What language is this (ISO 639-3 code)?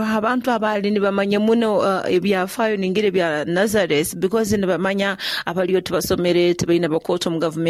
nyo